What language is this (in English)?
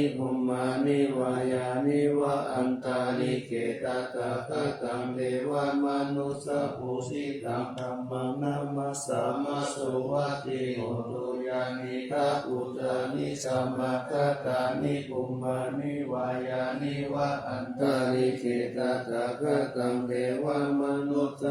Pali